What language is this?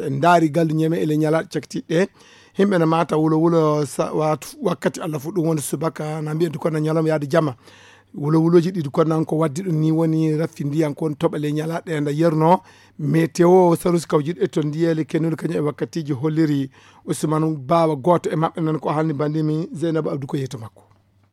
Fula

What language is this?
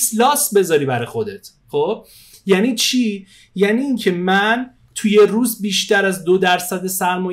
Persian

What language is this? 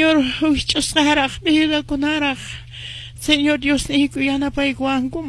Quechua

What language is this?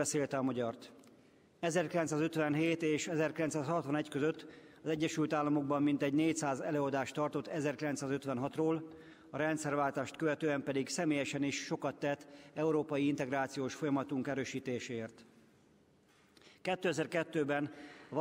Hungarian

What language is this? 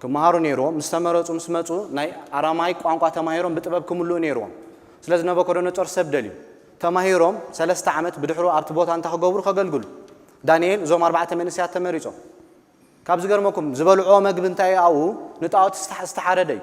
Tigrinya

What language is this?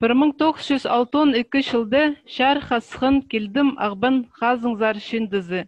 Khakas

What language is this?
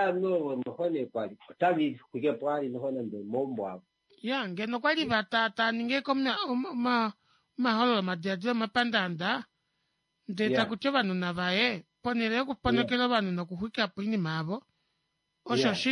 Kuanyama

